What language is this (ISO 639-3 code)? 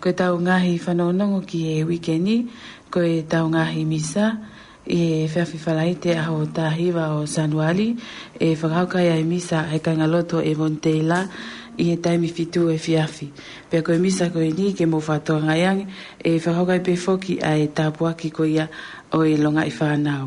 ton